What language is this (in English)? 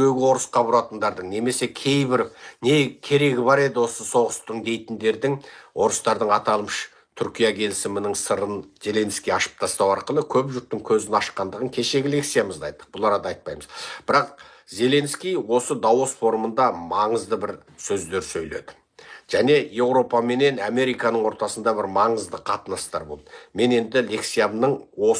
Kazakh